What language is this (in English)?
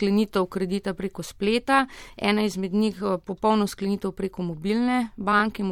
Slovenian